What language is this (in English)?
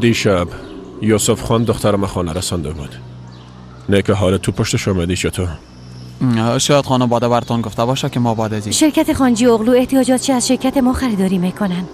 Persian